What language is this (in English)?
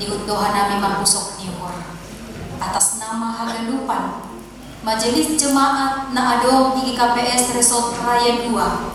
Batak Simalungun